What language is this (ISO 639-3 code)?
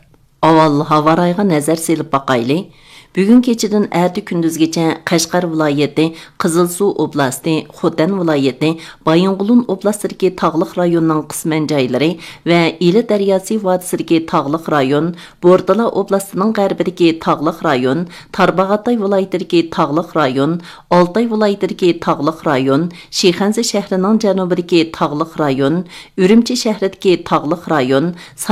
uig